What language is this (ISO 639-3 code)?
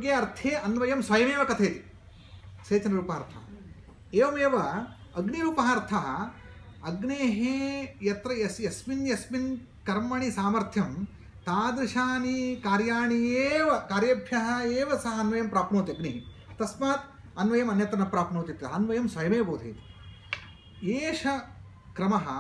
san